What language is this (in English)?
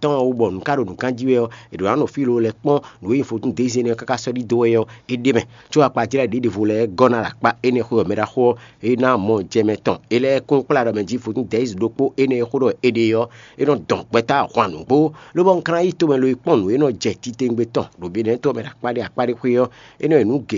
Fon